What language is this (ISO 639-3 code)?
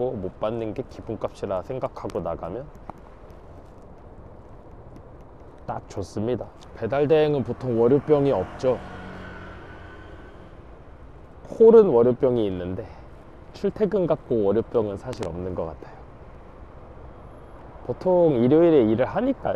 kor